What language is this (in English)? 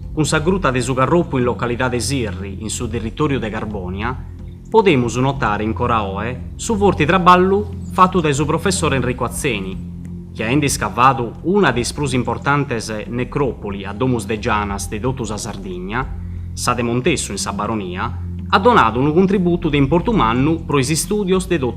Sardinian